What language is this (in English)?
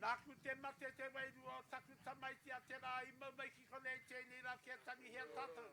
Māori